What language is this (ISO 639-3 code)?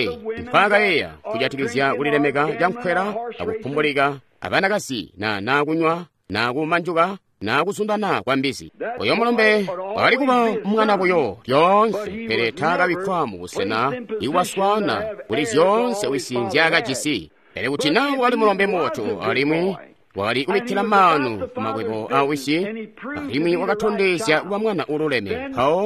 toi